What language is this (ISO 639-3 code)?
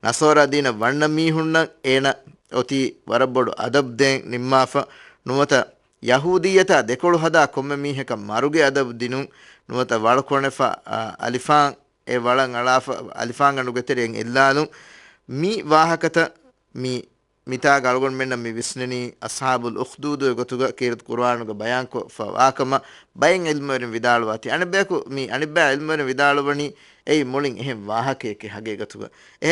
div